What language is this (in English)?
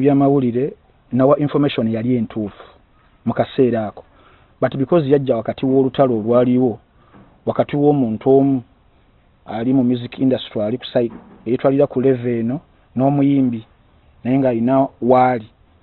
Ganda